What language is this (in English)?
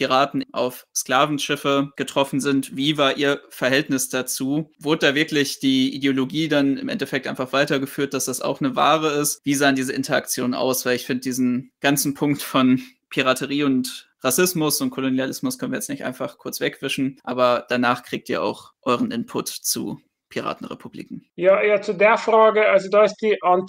German